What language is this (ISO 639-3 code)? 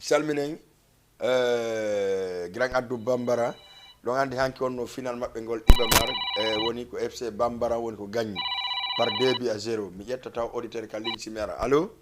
ful